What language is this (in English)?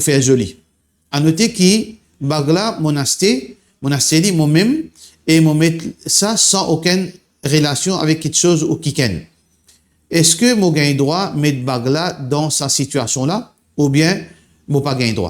Morisyen